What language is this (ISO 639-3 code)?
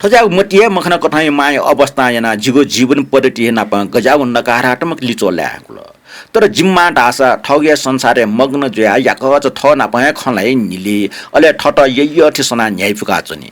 new